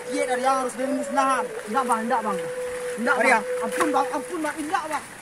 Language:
Minangkabau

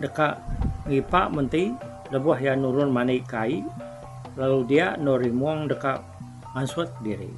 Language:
Iban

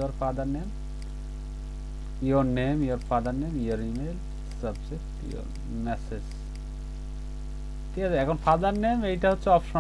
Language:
Bangla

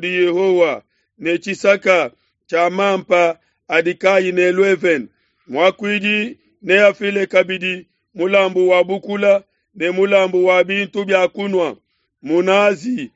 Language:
Luba-Lulua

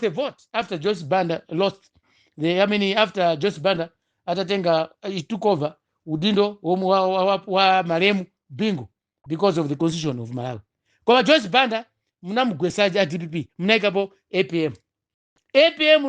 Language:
Nyanja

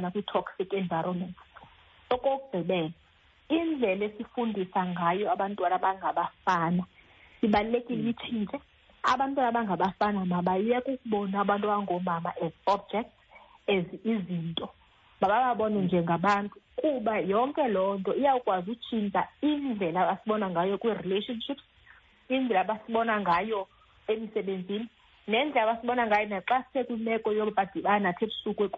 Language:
Xhosa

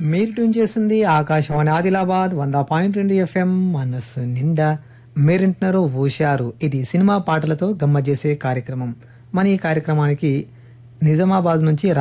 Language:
Telugu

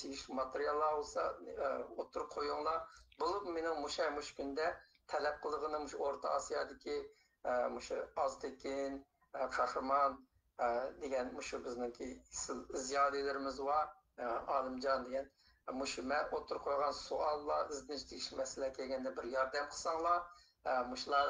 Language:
Uyghur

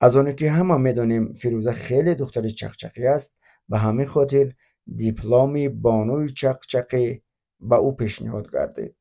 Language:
Tajik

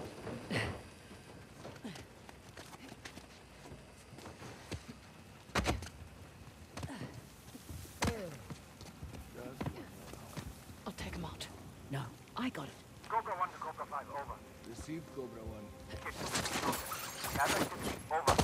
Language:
English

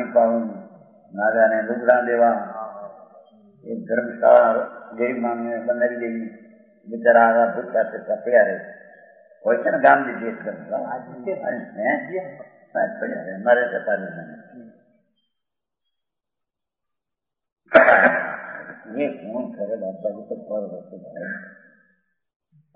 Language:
Gujarati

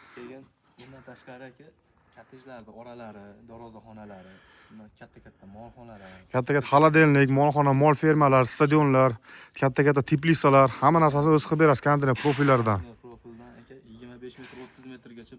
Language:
Uzbek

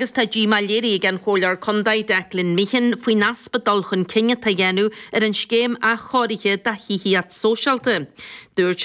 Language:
Irish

